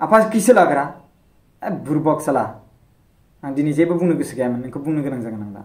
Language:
Bodo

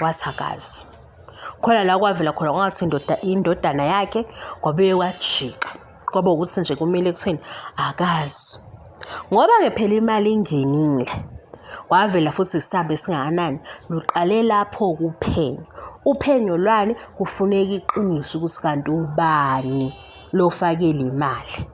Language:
Zulu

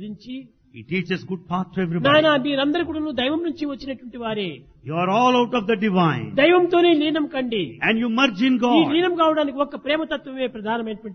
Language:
Telugu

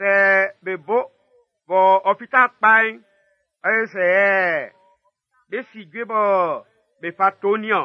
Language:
Baoulé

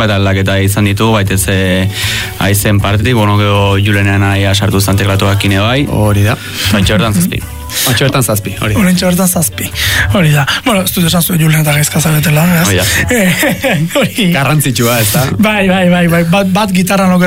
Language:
Basque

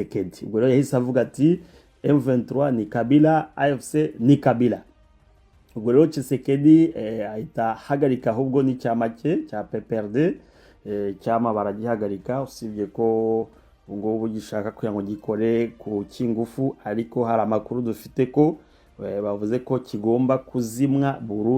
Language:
Kinyarwanda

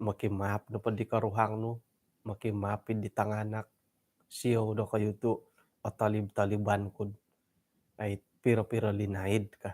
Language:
Central Dusun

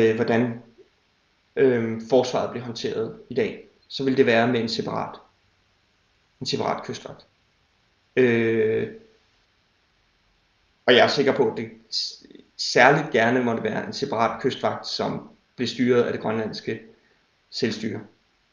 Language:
Danish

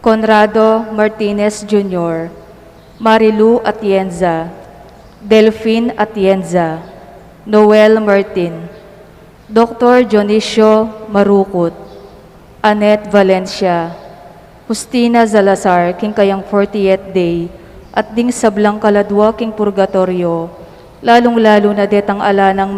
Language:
Pampanga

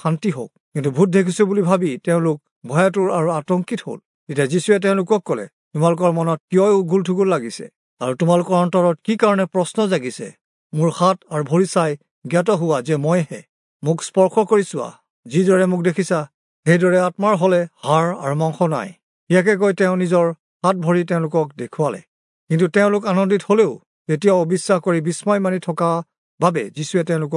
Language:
Assamese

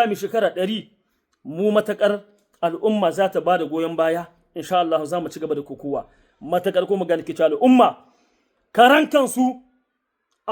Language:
Hausa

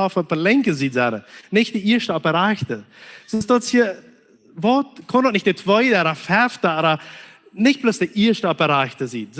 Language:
Plautdietsch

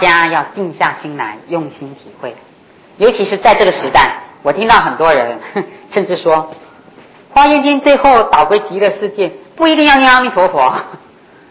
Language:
Chinese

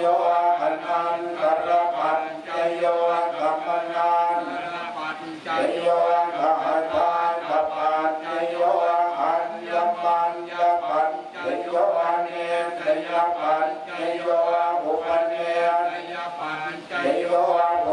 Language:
Pali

